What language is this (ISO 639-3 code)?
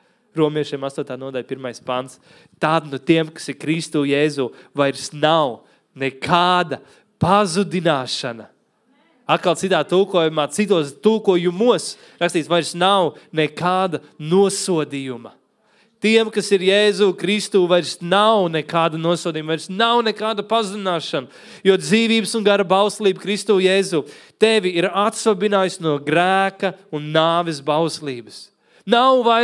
lav